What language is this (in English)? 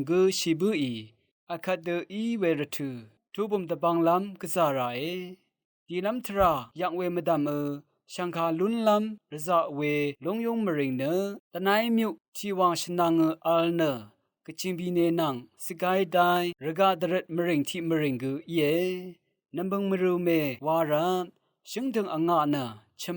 Rawang